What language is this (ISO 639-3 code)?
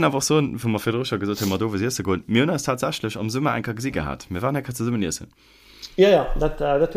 ltz